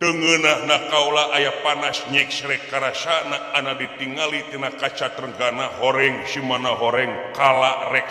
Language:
Sundanese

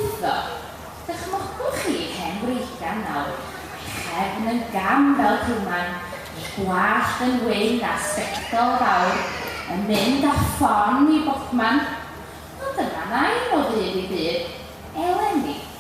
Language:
Welsh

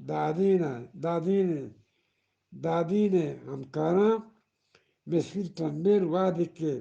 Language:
Eastern Balochi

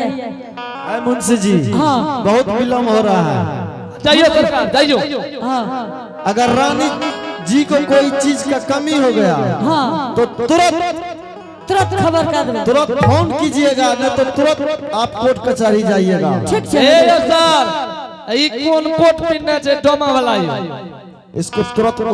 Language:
Angika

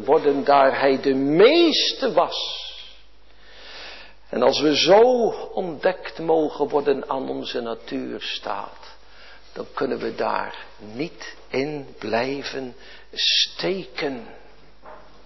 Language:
Dutch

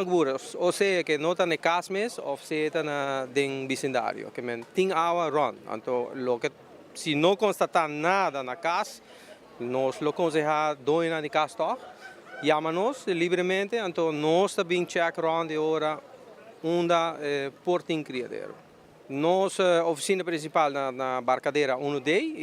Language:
Papiamento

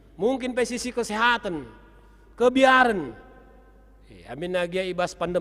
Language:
Batak Karo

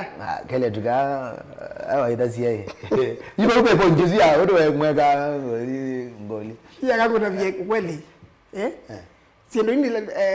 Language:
Kamba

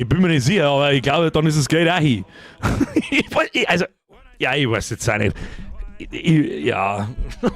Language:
Bavarian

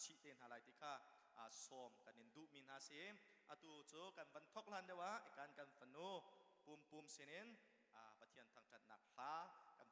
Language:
Hakha Chin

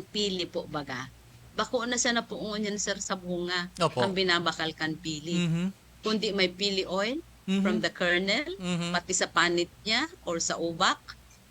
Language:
Bikol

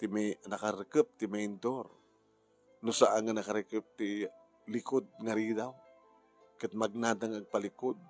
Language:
Iloko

